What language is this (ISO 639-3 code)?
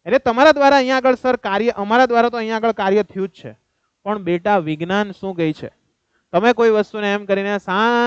guj